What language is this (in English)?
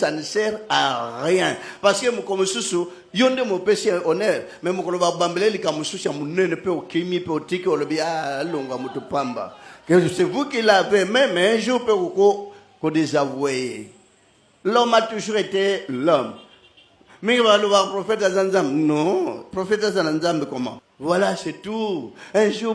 Lingala